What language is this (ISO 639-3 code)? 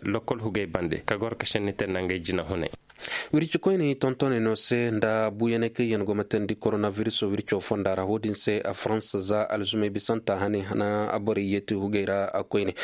ses